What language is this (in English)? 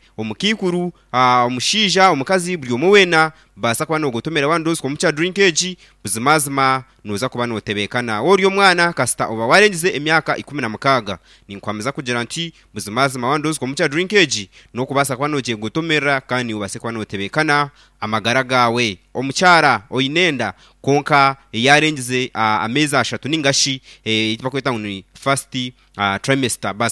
Nyankole